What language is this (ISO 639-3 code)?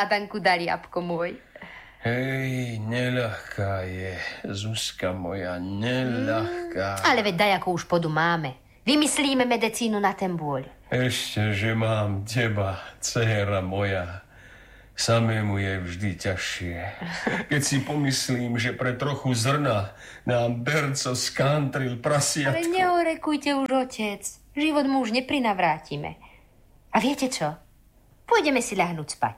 slk